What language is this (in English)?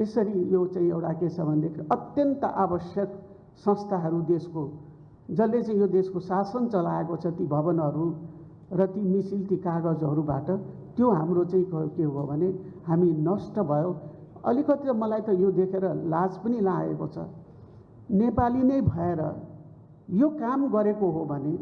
Nepali